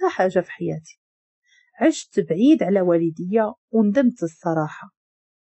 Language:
Moroccan Arabic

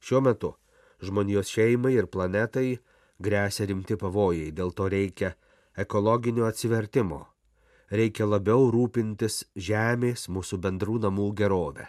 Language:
Lithuanian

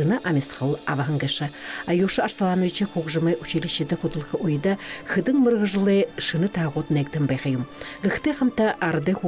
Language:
Buriat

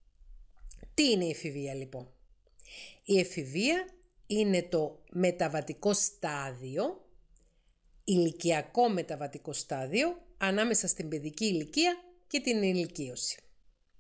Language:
Greek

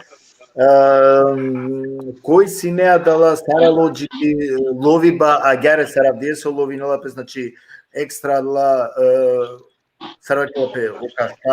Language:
Balkan Romani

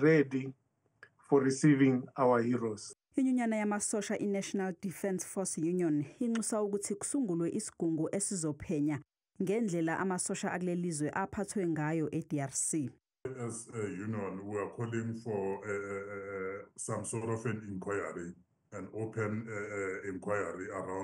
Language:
Zulu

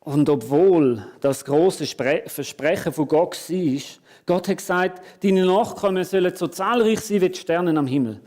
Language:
Swiss German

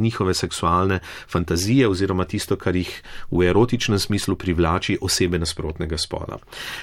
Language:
Slovenian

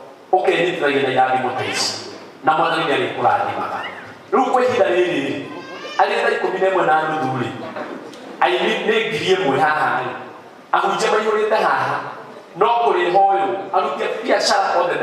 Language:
Kikuyu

